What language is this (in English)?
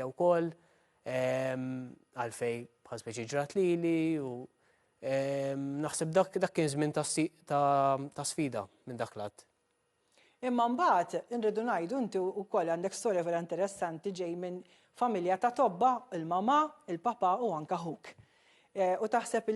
Maltese